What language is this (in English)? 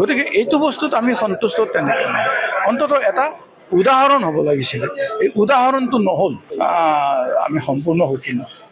Assamese